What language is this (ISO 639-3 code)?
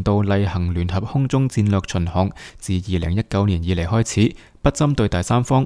yue